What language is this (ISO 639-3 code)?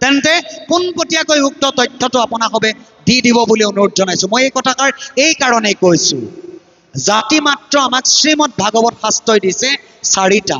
asm